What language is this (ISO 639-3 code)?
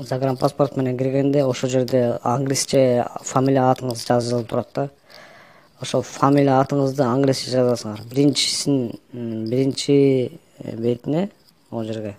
kir